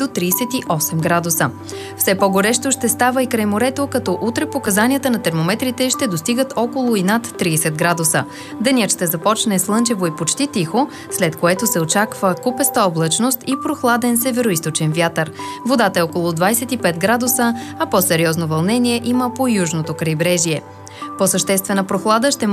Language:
Bulgarian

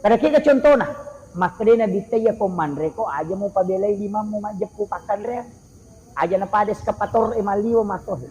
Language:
Buginese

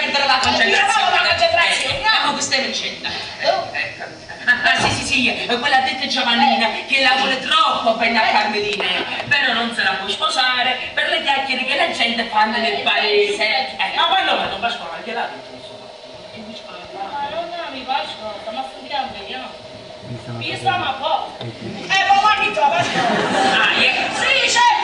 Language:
Neapolitan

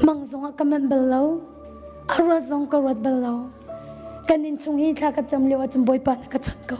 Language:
Hakha Chin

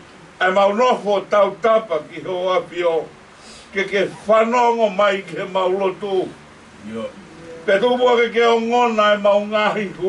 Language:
Tongan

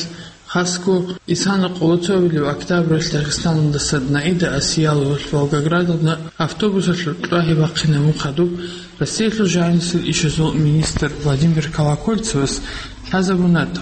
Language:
Avaric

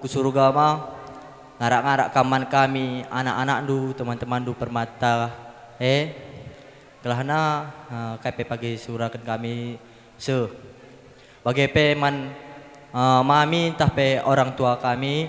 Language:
Batak Karo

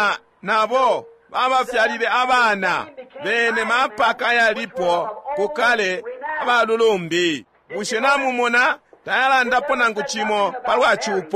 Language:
Bemba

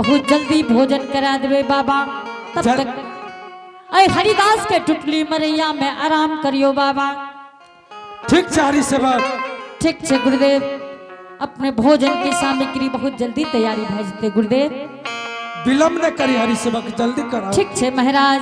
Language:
Angika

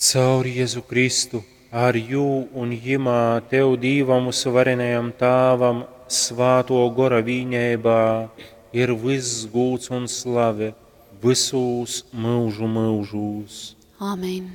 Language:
Latgalian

